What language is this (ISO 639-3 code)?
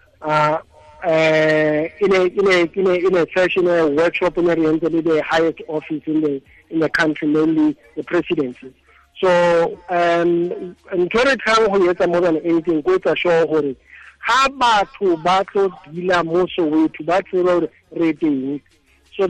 tsn